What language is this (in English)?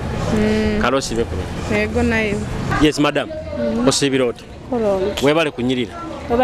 Nyoro